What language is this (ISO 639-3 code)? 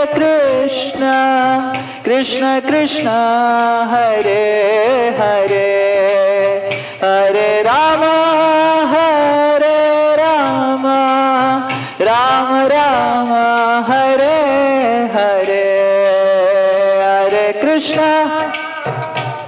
hin